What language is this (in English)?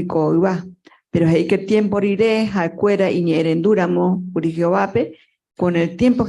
Guarani